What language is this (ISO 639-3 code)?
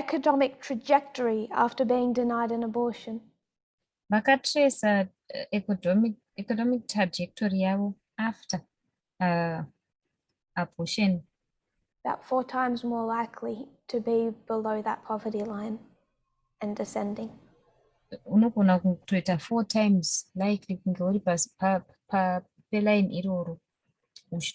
sna